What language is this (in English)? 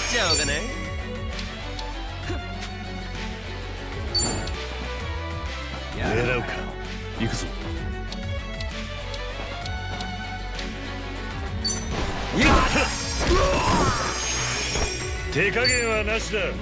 Japanese